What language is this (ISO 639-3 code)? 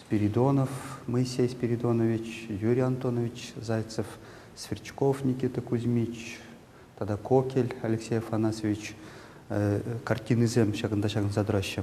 chv